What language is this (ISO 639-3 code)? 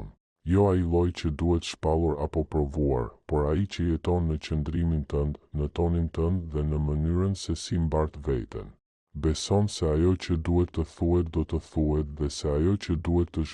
sqi